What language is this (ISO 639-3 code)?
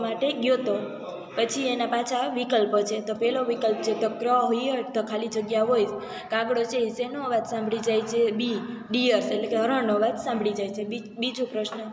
guj